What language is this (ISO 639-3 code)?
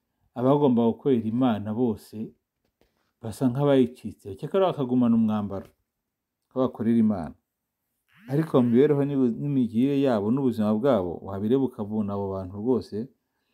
kin